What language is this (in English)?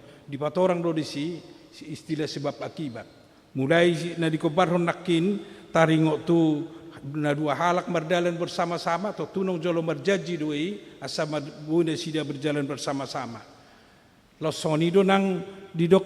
Batak Toba